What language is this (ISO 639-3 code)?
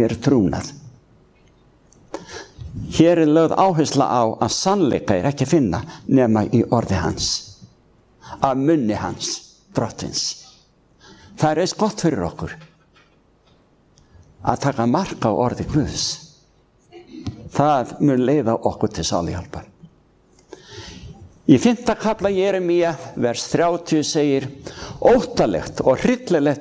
isl